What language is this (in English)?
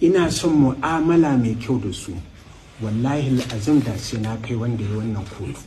Hausa